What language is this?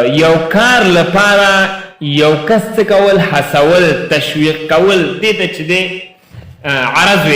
Pashto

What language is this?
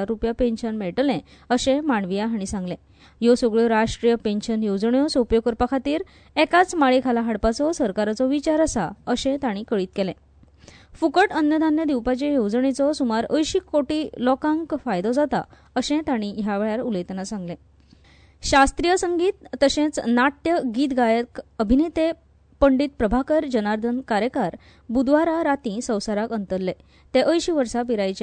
Konkani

